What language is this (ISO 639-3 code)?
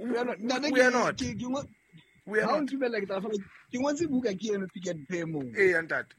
sot